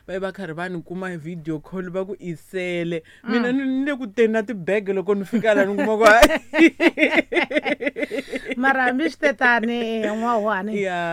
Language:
Tsonga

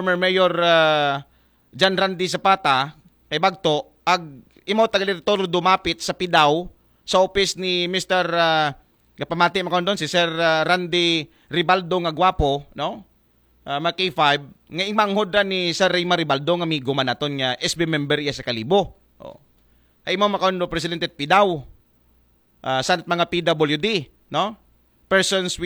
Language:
Aklanon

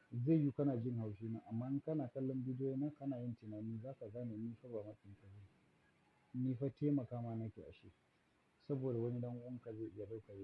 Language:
Hausa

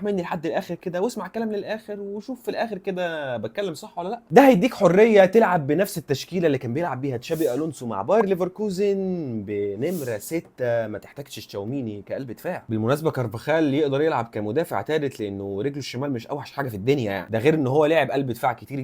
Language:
Egyptian Arabic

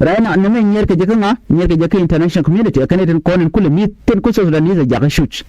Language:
Nuer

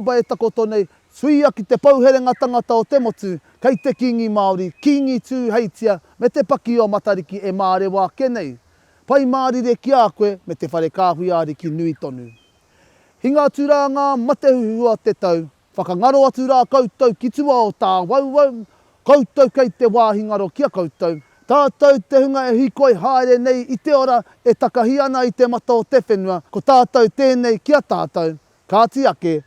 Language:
Māori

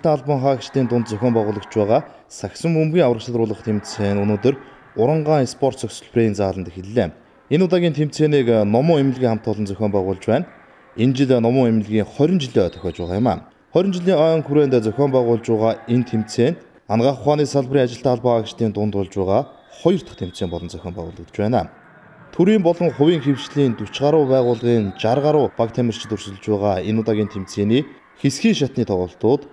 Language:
Mongolian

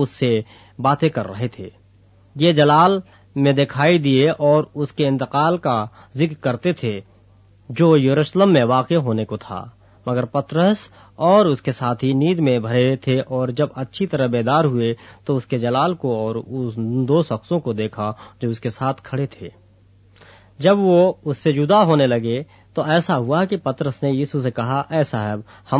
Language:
Urdu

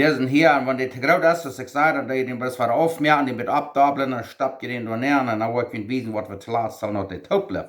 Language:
Plautdietsch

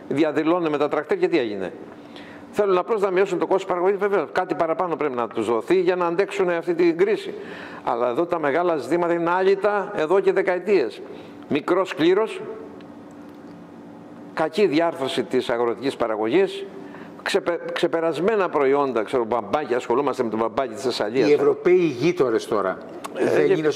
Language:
Greek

